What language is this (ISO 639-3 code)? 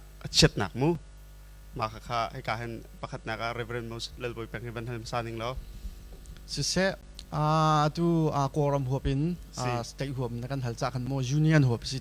cnh